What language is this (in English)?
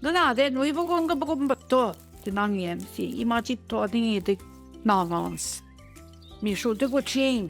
Central Ojibwa